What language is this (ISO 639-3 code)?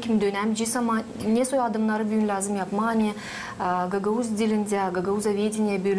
gag